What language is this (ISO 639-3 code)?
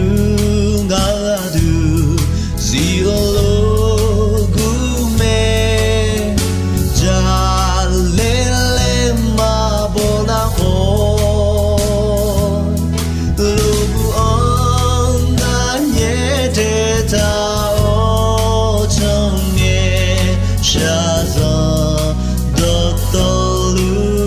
ahk